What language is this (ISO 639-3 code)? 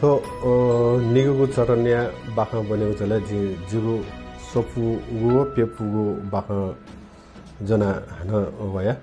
new